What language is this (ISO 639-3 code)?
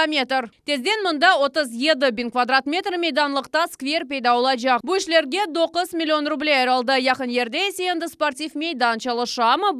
crh